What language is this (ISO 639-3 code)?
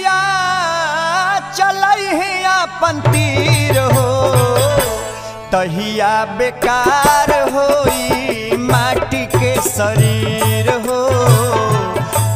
bho